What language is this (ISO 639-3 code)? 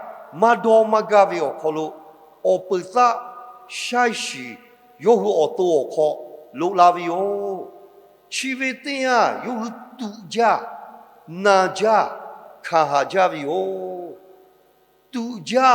lhu